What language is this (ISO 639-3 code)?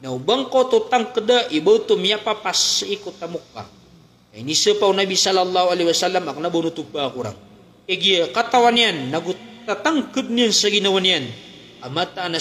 mrw